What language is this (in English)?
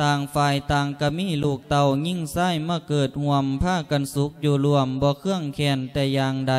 Lao